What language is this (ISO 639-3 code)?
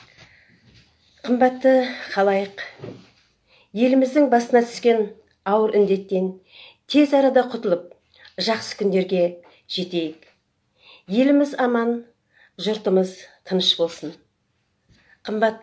kaz